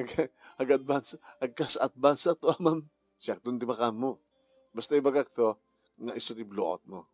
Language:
Iloko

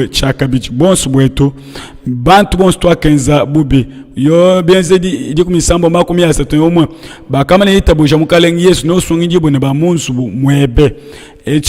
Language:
Luba-Lulua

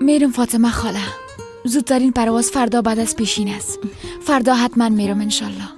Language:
Persian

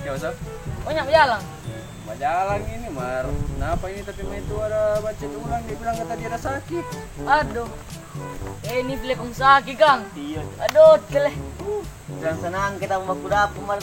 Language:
Manado Malay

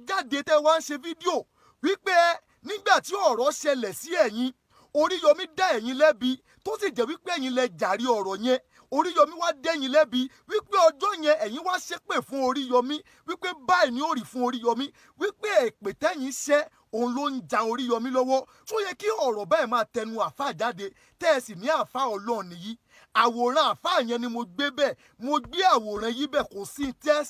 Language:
Yoruba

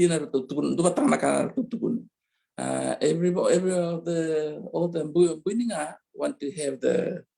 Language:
Fijian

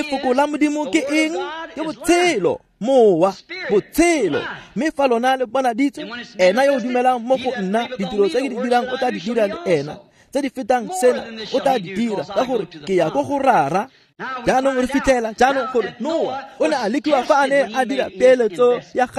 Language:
Tswana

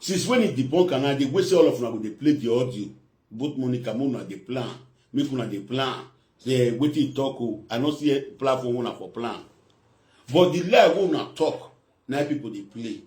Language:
Nigerian Pidgin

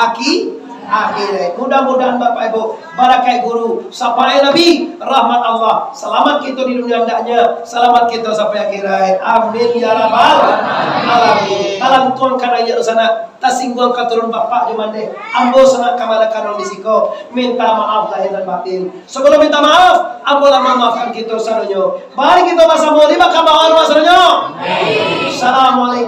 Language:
Minangkabau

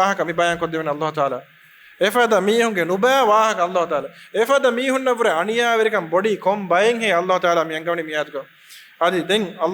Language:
Divehi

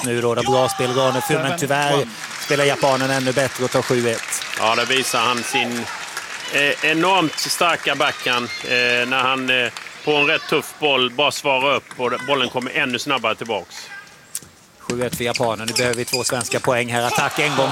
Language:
Swedish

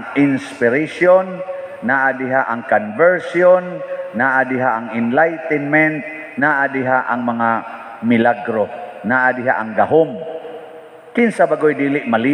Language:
Cebuano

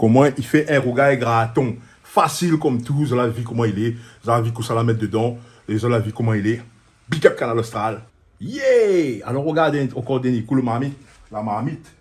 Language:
Réunion Creole French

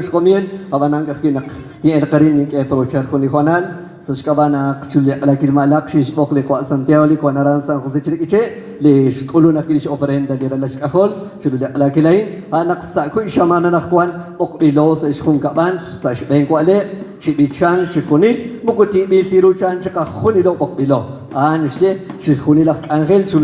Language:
Kekchí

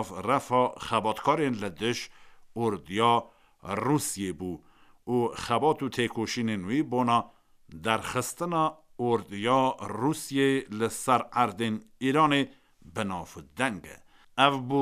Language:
Kurdish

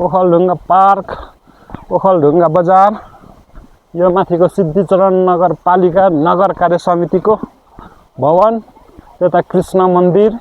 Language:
Nepali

